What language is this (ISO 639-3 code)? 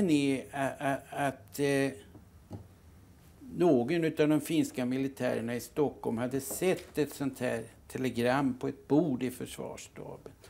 swe